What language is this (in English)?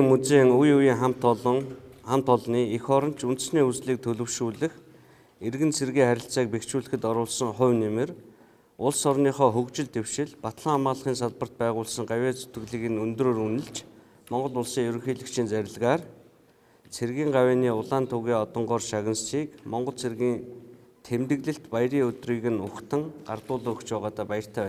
Mongolian